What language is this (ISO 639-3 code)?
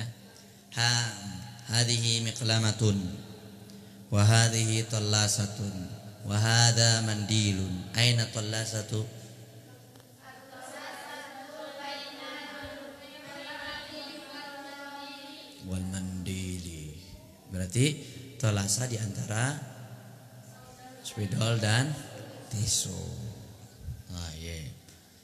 ind